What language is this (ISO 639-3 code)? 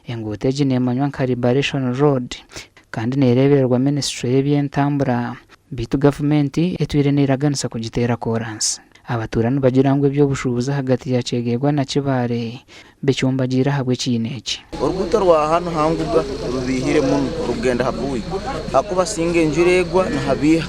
nyn